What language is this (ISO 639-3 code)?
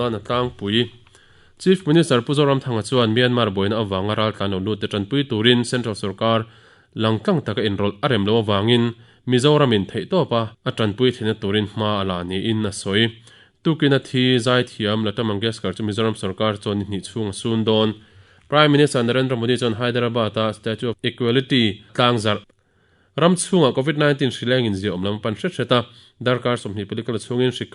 lus